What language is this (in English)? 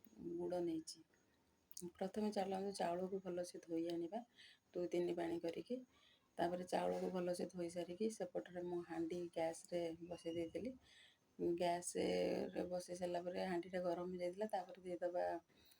Odia